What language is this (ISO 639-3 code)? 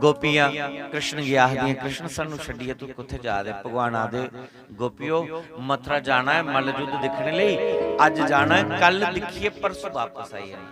doi